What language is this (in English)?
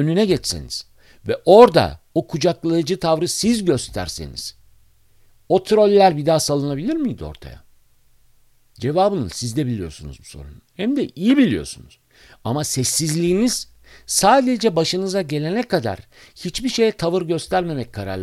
Turkish